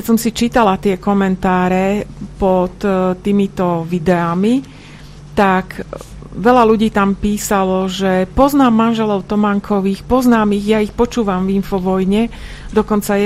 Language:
Slovak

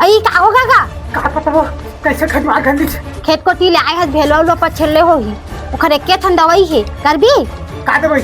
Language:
Chhattisgarhi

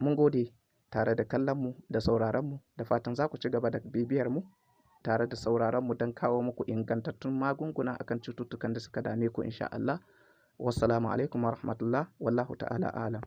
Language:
Hausa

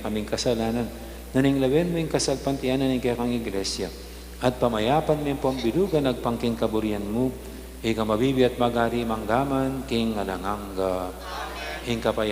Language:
Pampanga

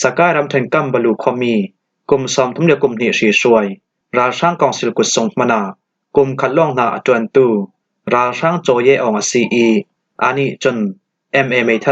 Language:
Falam Chin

